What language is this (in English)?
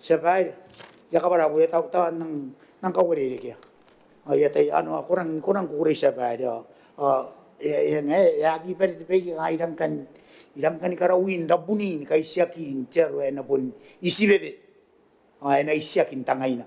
Gilbertese